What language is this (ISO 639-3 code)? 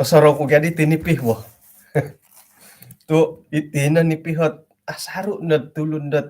dtp